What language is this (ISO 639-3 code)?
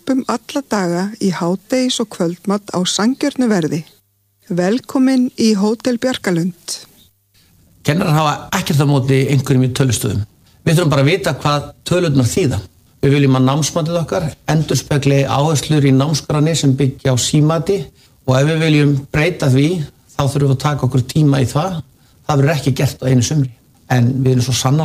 isl